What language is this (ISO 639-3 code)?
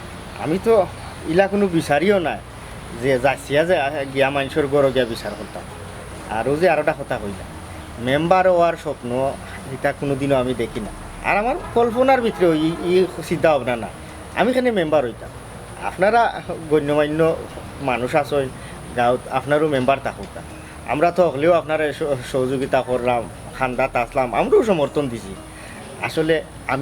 syl